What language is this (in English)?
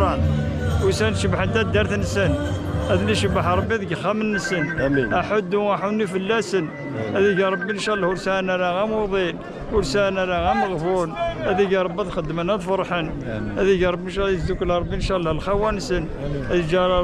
Kabyle